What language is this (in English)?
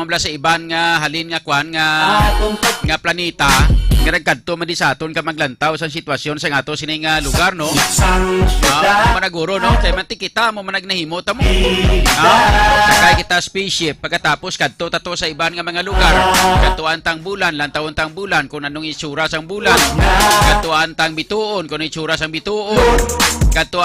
Hiligaynon